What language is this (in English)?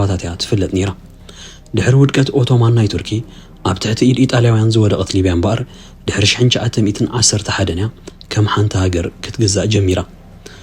Tigrinya